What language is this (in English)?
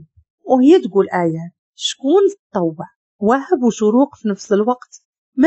Moroccan Arabic